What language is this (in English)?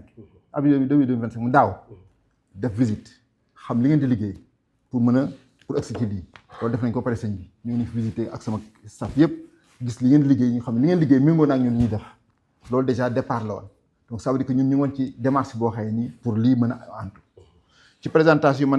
Wolof